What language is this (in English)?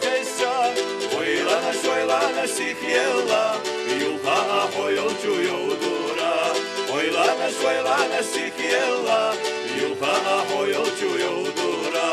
Chechen